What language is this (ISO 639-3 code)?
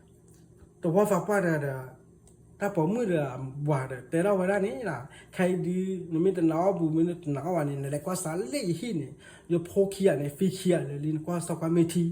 ksw